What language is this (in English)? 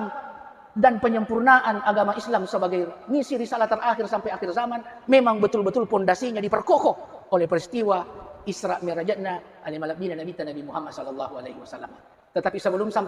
Buginese